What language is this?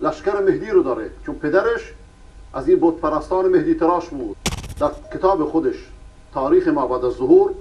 Persian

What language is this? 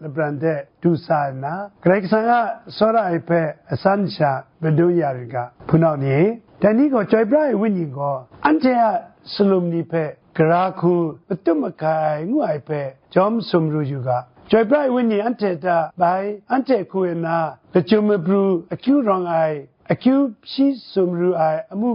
Kachin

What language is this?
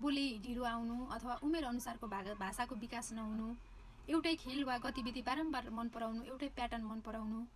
Nepali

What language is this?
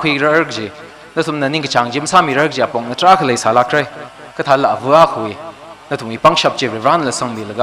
Tangkhul Naga (India)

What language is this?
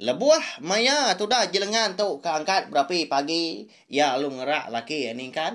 Iban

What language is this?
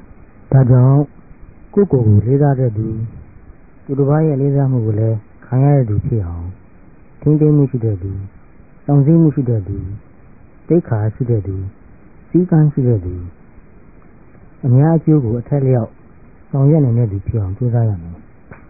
Burmese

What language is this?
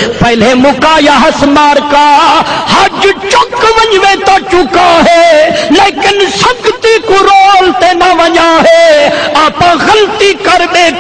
Saraiki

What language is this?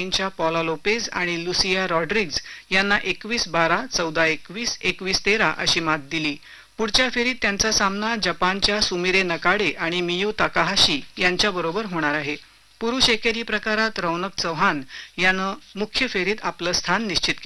Marathi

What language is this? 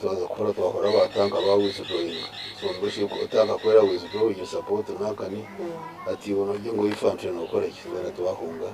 Nyankole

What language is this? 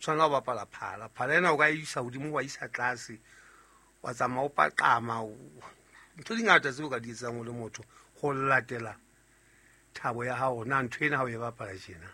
Southern Sotho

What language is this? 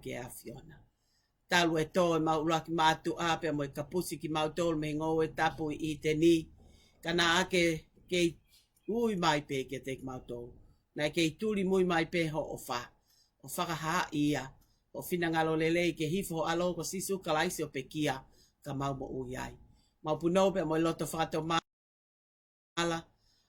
Tongan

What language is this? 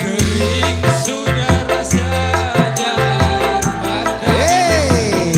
Betawi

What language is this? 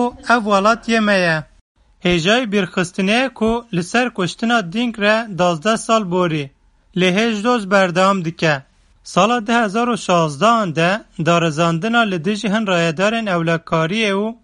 Kurdish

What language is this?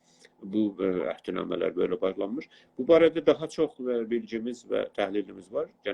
South Azerbaijani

